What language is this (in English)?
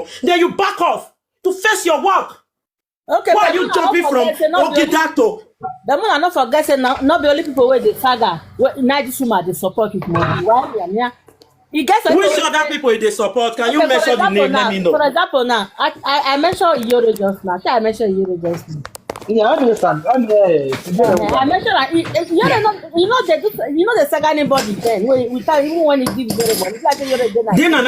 Nigerian Pidgin